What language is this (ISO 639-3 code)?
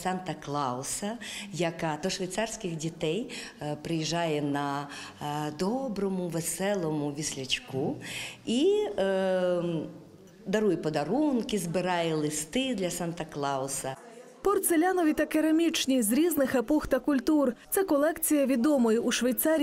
ukr